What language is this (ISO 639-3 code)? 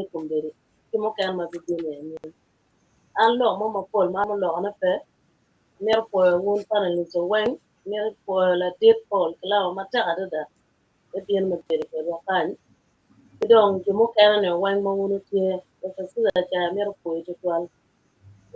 ach